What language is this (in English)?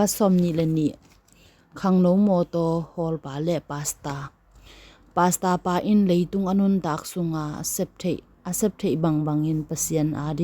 Tedim Chin